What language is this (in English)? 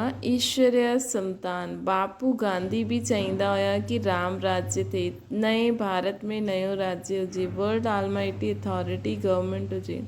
Sindhi